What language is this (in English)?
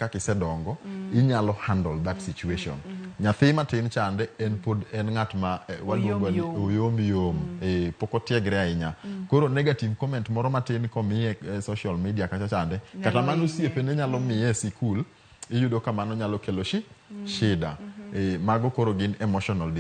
Luo (Kenya and Tanzania)